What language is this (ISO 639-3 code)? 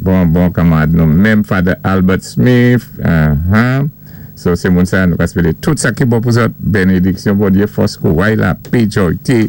acf